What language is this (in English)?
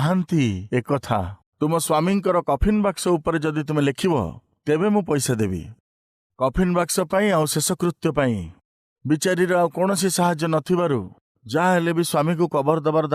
Odia